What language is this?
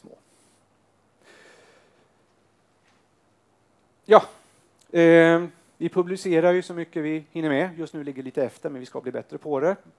Swedish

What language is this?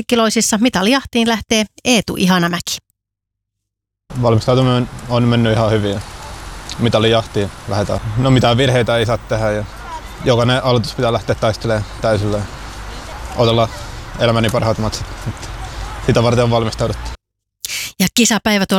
Finnish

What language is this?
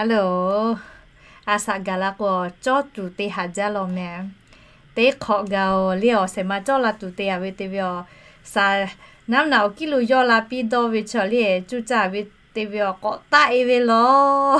Lahu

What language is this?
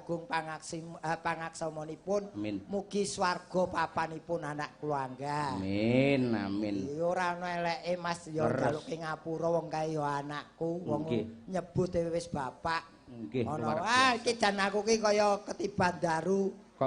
Javanese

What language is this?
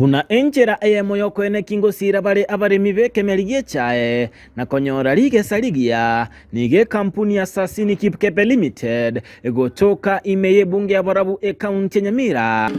Gusii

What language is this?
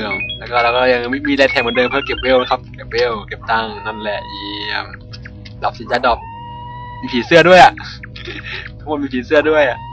Thai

